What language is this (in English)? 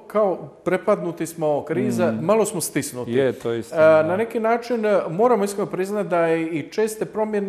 Croatian